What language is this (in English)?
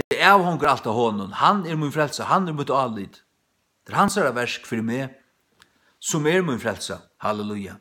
Faroese